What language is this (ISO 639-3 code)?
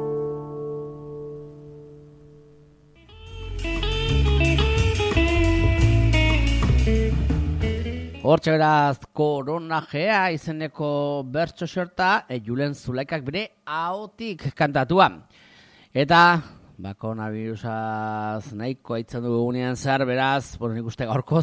eus